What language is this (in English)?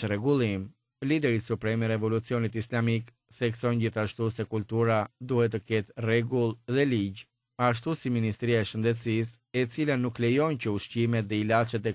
Albanian